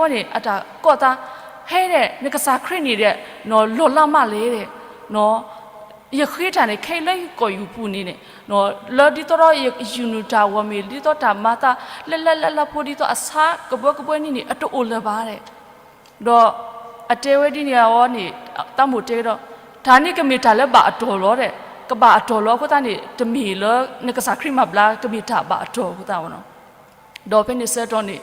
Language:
S'gaw Karen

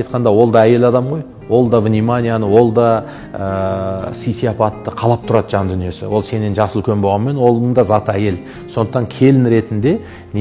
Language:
Kazakh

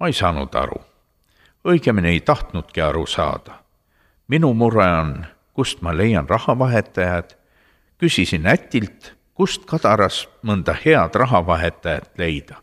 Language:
Estonian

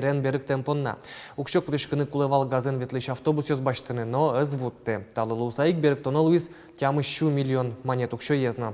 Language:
Udmurt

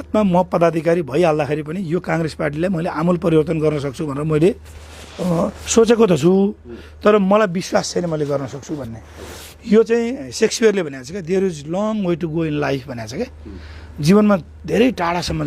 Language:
Nepali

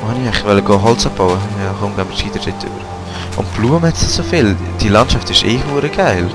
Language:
Swiss German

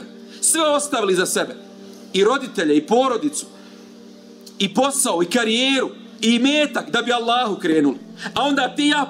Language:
Bosnian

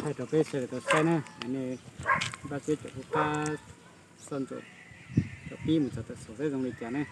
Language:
Hmong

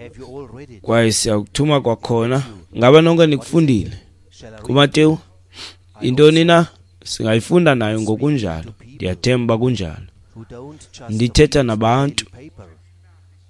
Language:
Xhosa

